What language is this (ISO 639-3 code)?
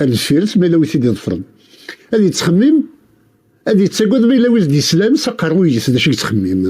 kab